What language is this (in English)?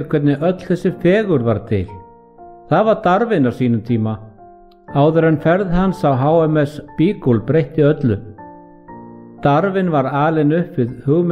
Icelandic